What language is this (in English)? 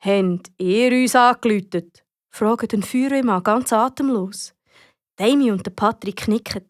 Swiss German